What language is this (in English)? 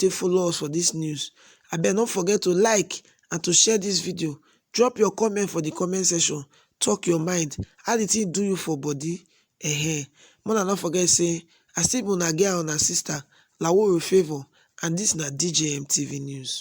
Nigerian Pidgin